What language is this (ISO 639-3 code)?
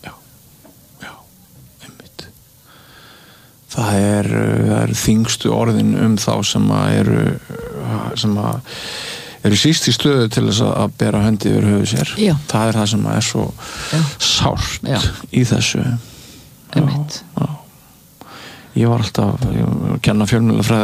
isl